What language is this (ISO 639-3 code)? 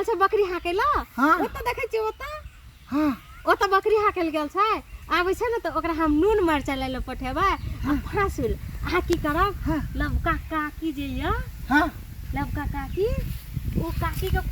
mai